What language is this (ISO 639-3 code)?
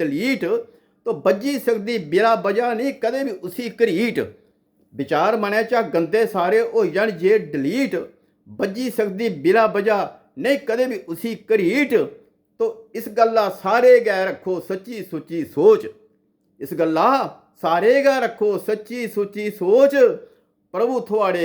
doi